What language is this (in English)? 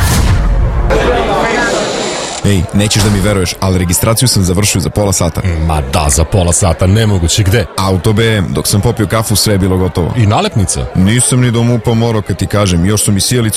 Serbian